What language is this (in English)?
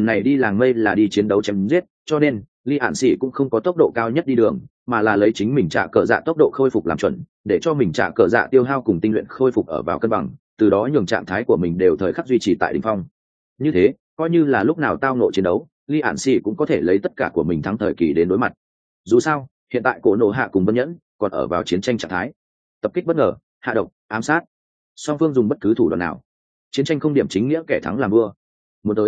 Vietnamese